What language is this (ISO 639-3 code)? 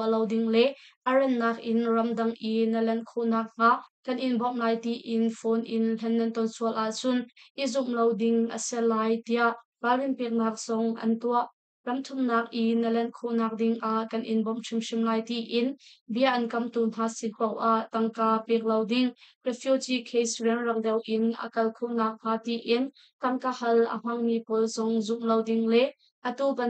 cnh